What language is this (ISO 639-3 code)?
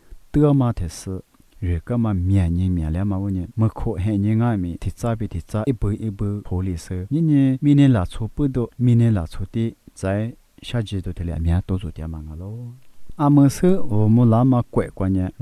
lis